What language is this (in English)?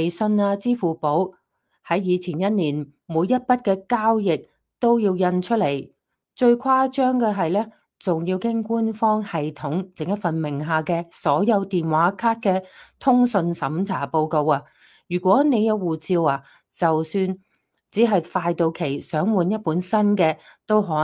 Cantonese